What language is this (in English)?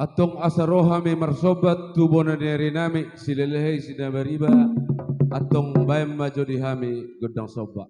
Batak Toba